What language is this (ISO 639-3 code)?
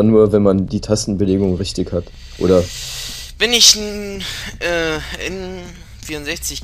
deu